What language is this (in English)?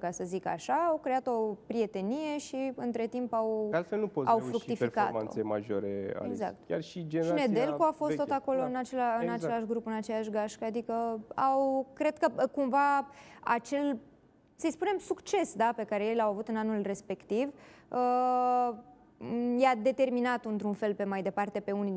Romanian